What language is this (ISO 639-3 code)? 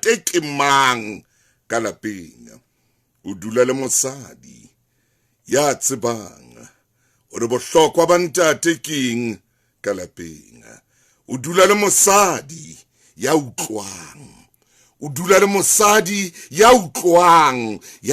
sot